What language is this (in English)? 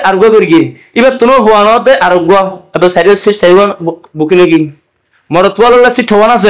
Rohingya